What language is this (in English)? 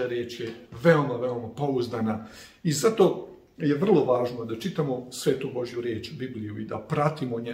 Serbian